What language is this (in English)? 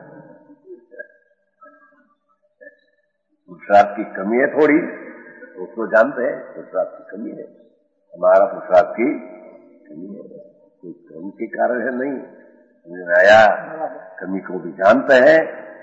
Hindi